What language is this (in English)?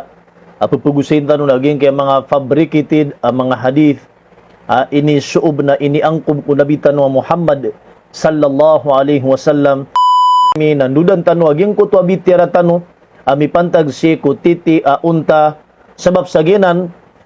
Maranao